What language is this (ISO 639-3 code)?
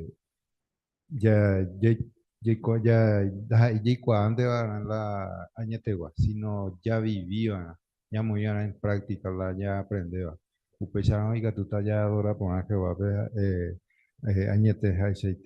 grn